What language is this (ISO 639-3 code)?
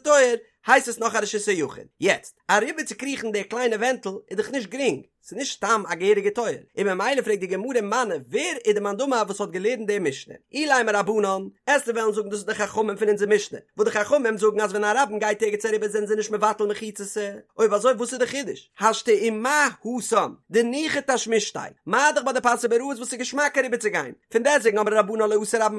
yid